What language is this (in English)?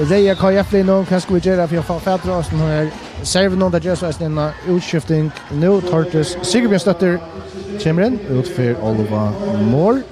Faroese